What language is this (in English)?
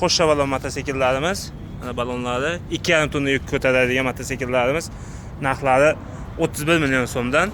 Uzbek